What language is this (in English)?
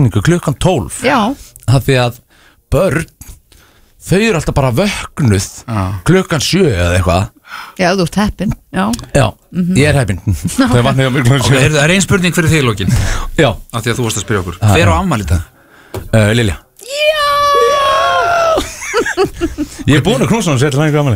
Icelandic